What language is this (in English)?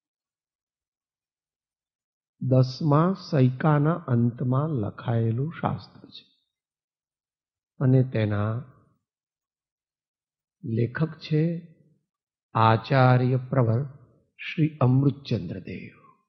Gujarati